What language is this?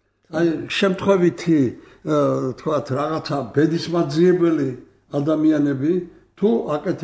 Georgian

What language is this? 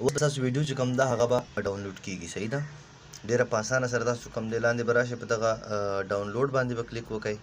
Pashto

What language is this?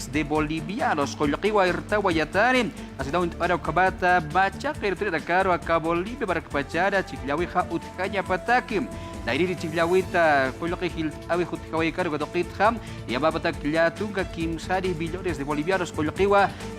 Aymara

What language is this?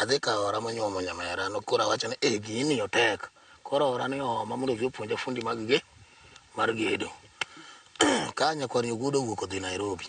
Luo (Kenya and Tanzania)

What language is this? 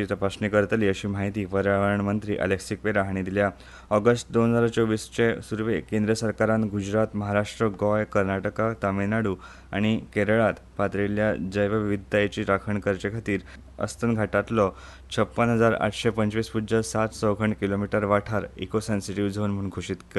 Konkani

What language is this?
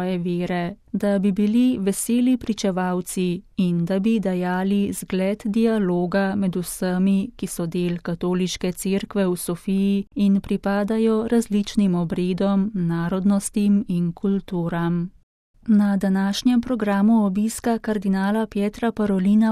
Slovenian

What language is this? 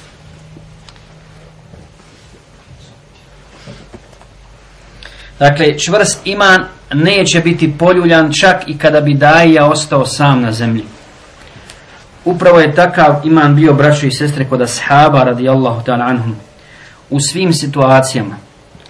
Bosnian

